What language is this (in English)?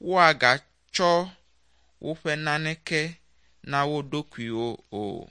Ewe